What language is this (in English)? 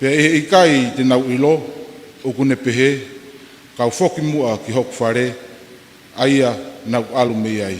Tongan